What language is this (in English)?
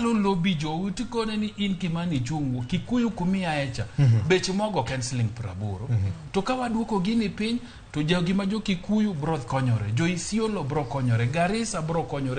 Luo (Kenya and Tanzania)